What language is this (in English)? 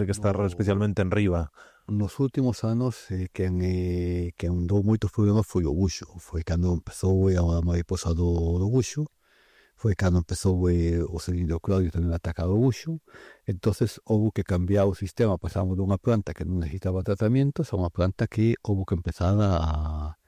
Galician